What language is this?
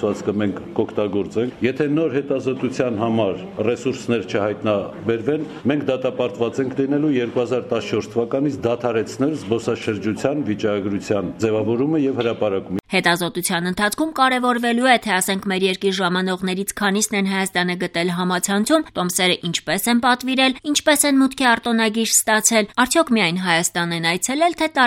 Armenian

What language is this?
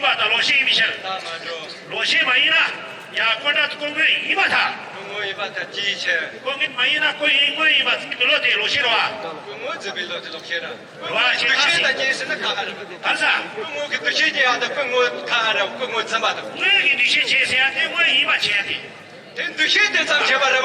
Tibetan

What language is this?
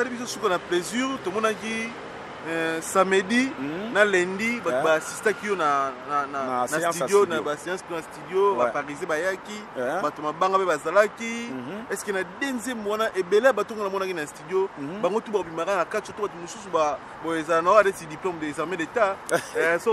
Lingala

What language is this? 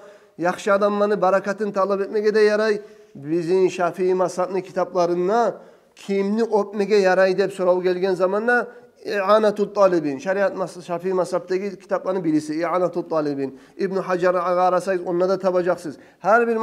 Kumyk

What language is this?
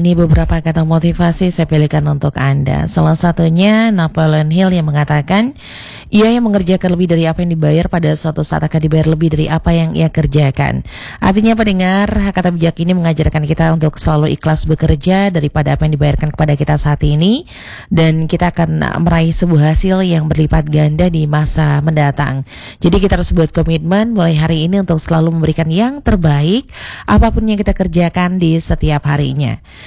Indonesian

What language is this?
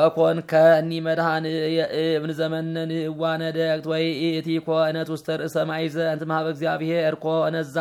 Geez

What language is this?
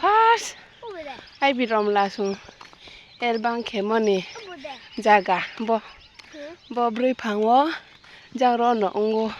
Riang (India)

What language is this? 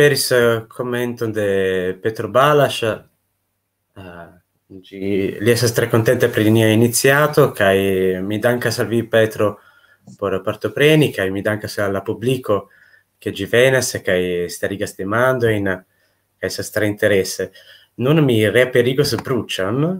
Esperanto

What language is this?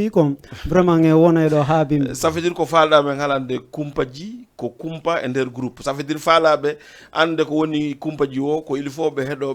Fula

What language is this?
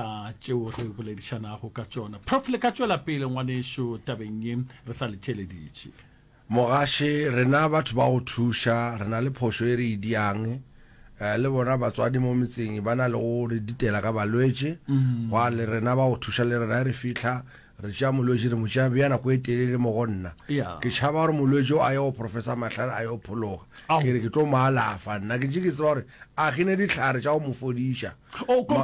Northern Sotho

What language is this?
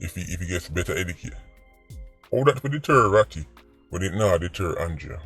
Jamaican Creole English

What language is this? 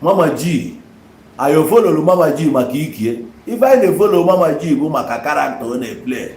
Igbo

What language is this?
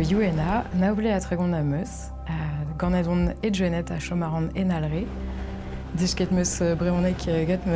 Breton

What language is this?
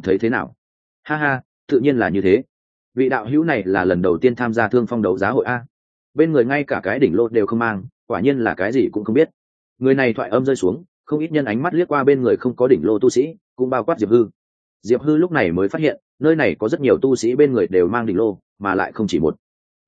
Vietnamese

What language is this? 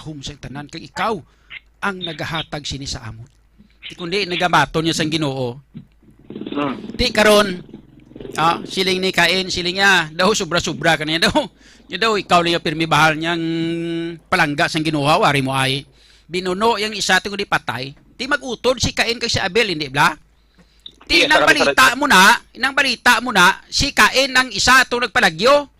Hiligaynon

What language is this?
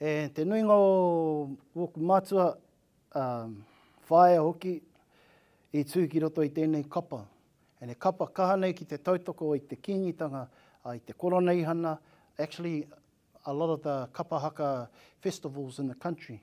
Māori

